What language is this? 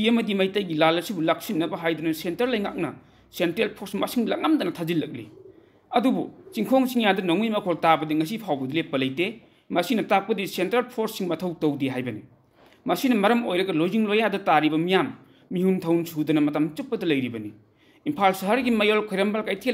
Manipuri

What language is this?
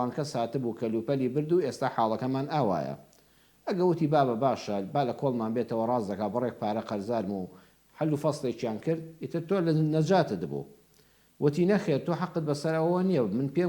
Central Kurdish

